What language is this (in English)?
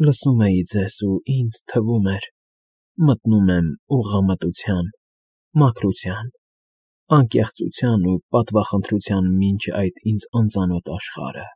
Armenian